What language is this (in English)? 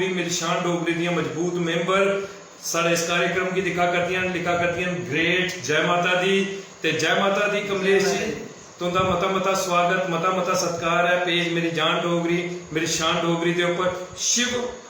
Dogri